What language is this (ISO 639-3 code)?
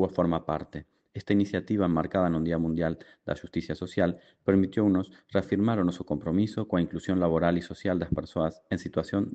glg